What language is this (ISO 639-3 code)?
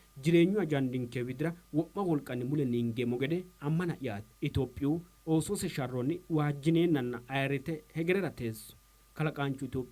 sid